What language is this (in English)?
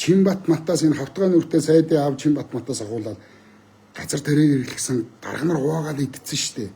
Mongolian